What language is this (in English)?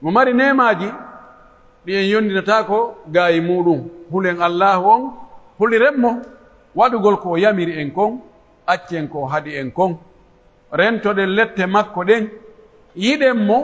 Pular